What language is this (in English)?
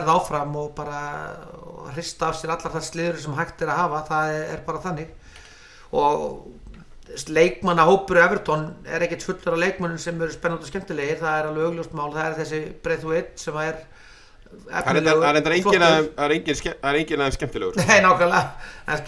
Icelandic